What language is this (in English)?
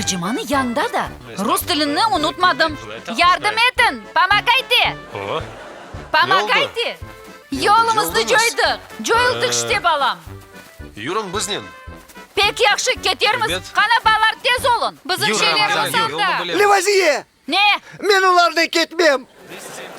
Crimean Tatar